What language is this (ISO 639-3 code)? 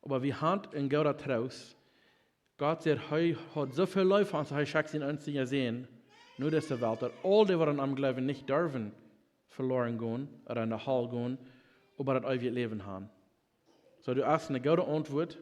pdt